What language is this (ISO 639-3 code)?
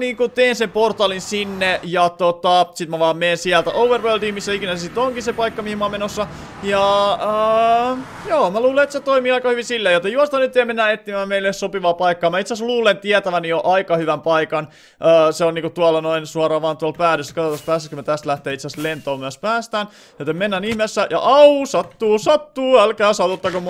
fin